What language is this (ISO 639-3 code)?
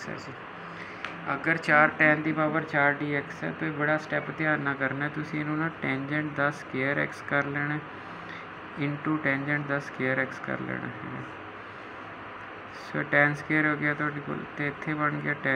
pan